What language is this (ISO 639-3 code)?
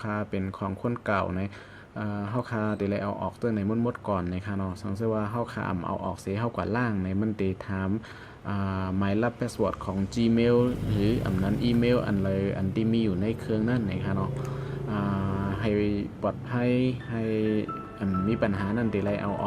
shn